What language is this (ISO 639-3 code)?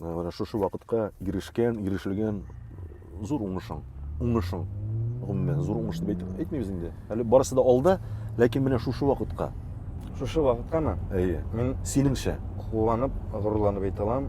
tat